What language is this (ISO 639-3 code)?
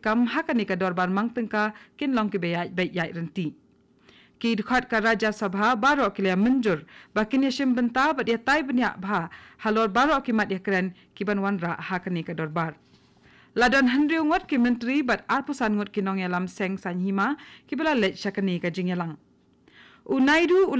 kha